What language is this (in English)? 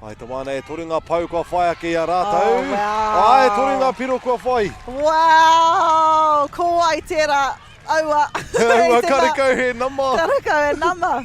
Māori